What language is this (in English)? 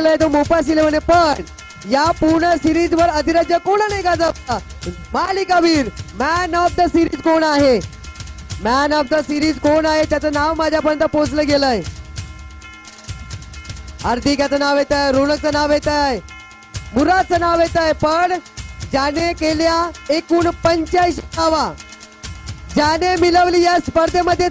Marathi